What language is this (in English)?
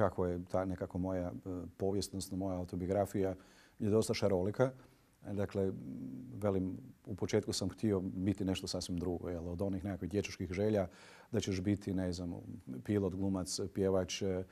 Croatian